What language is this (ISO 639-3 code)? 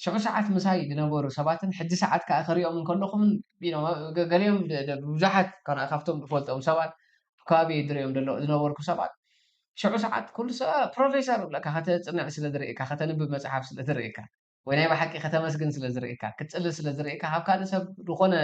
tir